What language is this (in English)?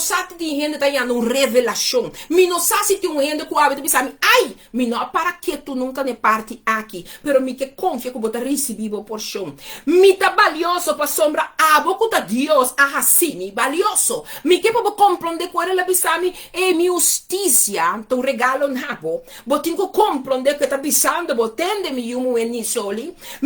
Papiamento